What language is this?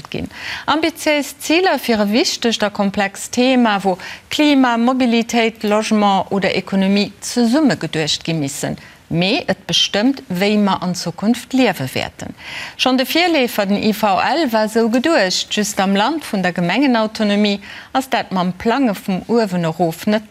Luxembourgish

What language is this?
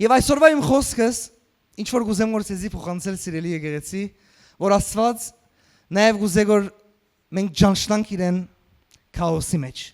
Western Armenian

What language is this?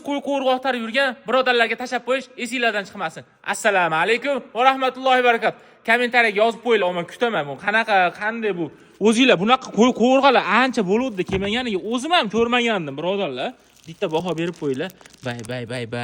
Uzbek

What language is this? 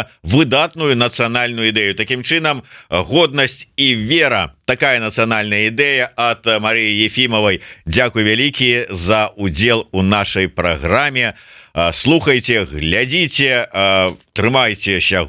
Belarusian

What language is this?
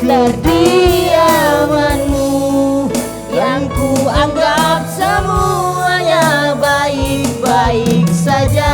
Musi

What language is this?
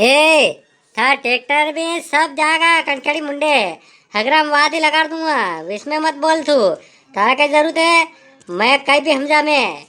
Rajasthani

